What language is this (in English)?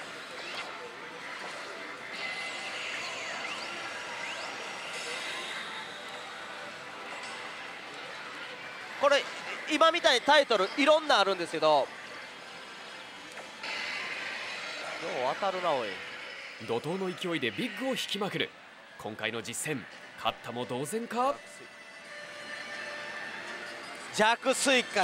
Japanese